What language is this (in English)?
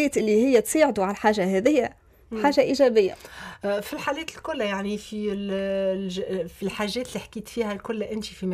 Tunisian Arabic